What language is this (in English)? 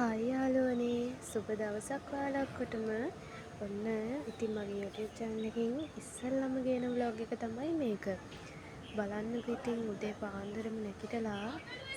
Sinhala